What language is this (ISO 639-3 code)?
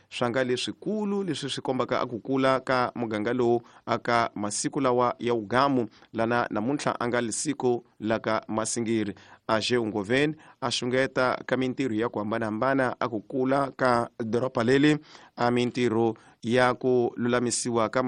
tso